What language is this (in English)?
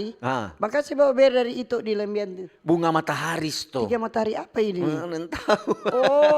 Manado Malay